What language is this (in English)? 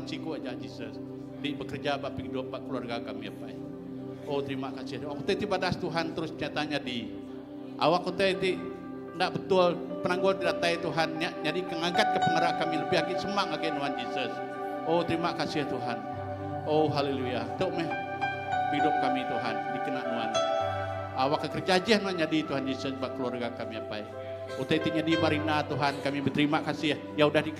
Iban